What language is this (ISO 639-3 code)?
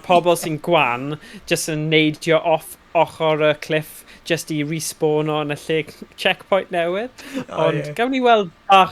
cym